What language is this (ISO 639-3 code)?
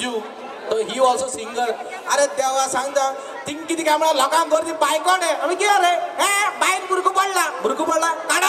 kok